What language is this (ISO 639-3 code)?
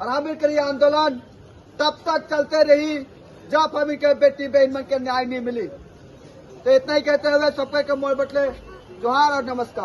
sck